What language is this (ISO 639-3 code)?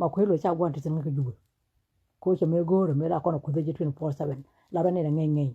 nus